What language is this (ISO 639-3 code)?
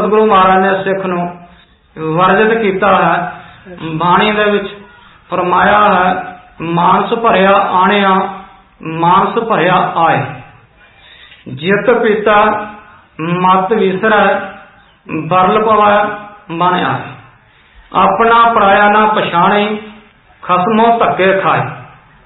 pan